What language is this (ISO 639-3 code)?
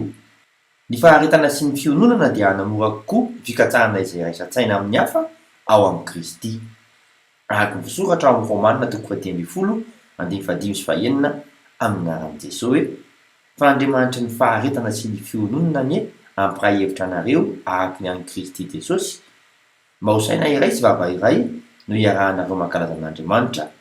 mlg